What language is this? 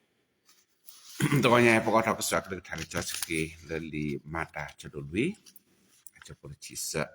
S'gaw Karen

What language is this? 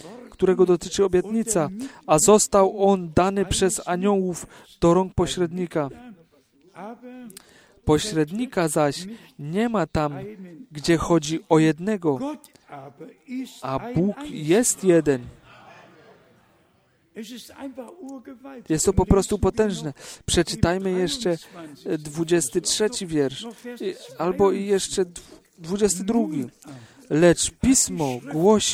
Polish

